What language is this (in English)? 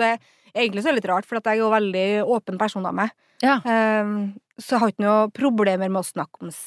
Norwegian